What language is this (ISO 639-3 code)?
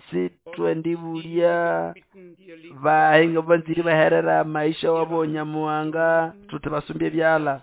nnb